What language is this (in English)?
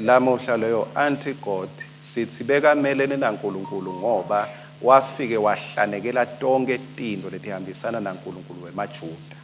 Swati